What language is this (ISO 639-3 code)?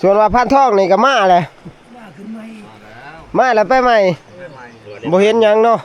tts